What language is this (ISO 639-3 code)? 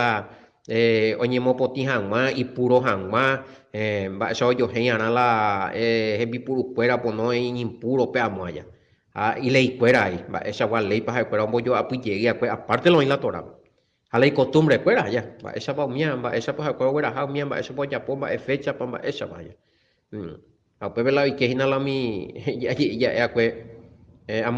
grn